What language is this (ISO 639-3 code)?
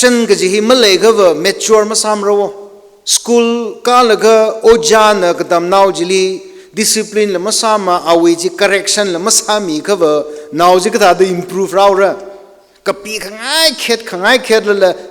nmf